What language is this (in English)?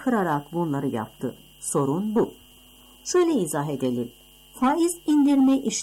Turkish